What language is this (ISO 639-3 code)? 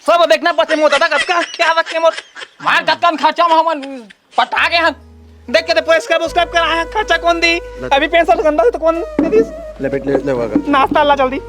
hne